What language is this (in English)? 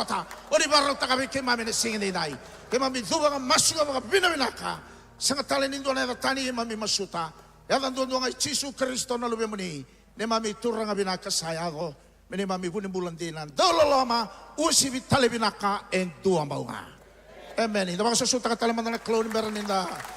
Fijian